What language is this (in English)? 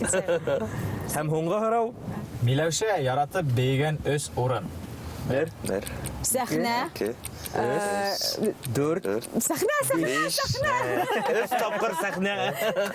Bashkir